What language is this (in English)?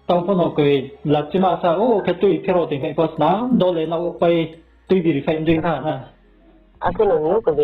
Riang (India)